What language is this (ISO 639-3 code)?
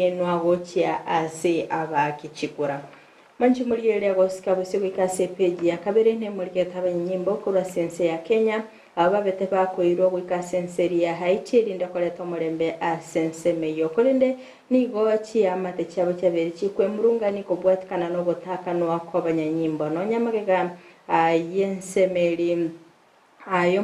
guz